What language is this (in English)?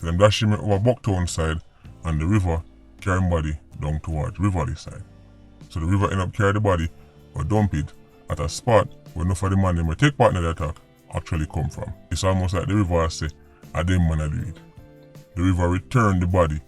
Jamaican Creole English